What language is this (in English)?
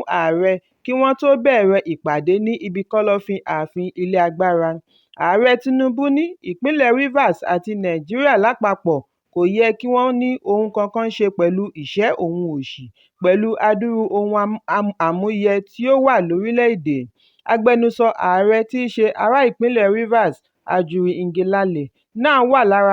Yoruba